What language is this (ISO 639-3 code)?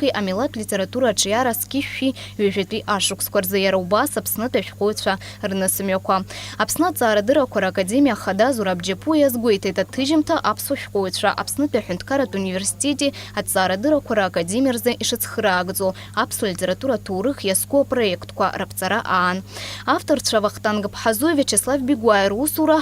abk